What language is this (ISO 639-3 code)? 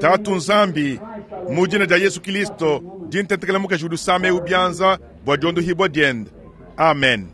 lua